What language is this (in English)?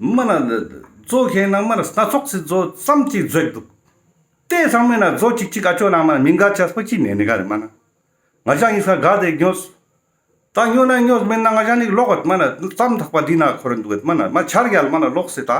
Ladakhi